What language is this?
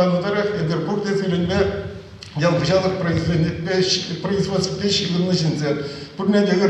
Chuvash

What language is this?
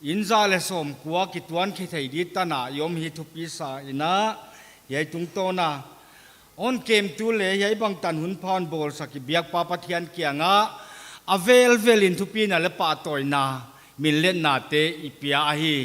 Paite Chin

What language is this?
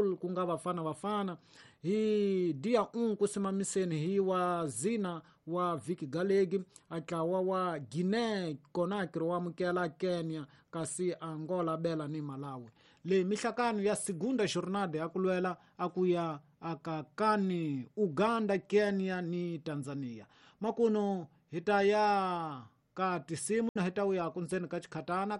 Tsonga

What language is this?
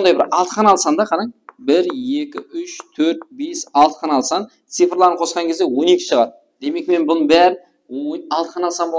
Kara-Kalpak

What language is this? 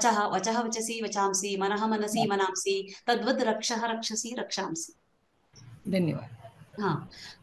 Sanskrit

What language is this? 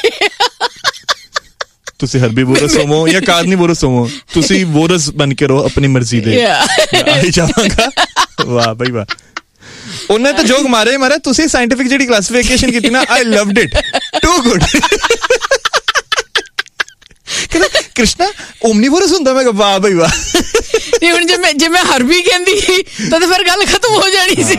Punjabi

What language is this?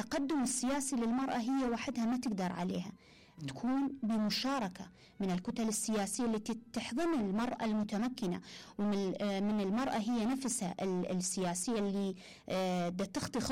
Mesopotamian Arabic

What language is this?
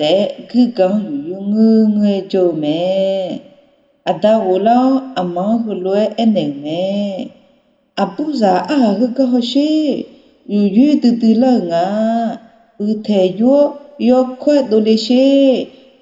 Akha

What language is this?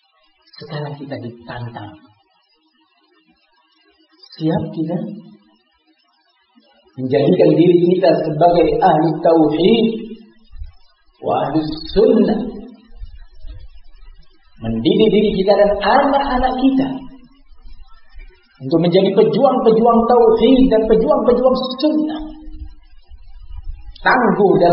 Indonesian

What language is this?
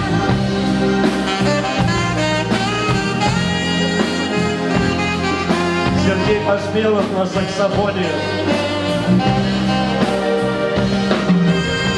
Russian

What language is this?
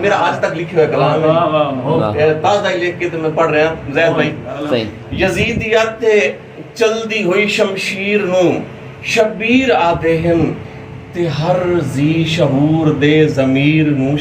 Saraiki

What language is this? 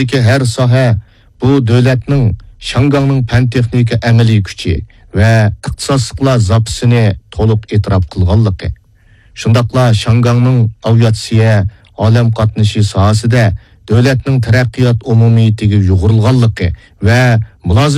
Uyghur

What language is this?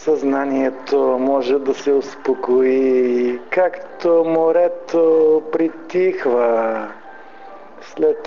Bulgarian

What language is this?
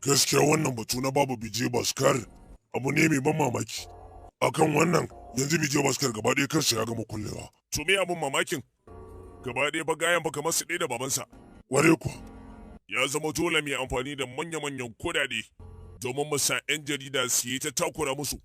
Hausa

